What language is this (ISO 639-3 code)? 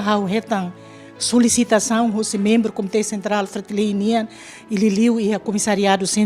tet